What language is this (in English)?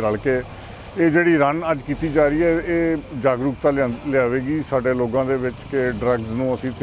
Punjabi